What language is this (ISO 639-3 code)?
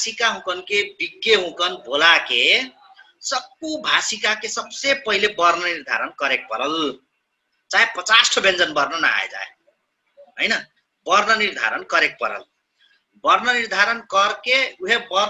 thl